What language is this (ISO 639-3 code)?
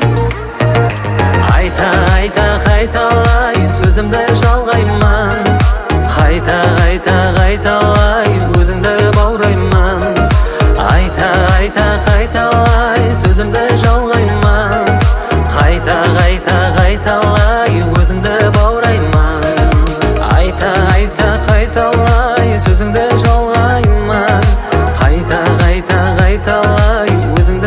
kaz